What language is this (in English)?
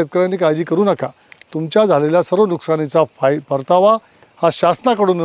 Marathi